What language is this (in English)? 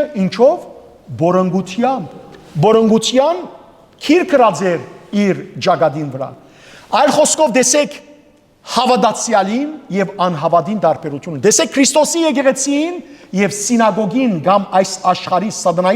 Western Armenian